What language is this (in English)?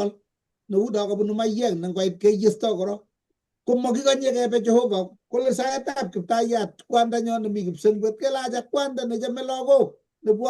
Kalenjin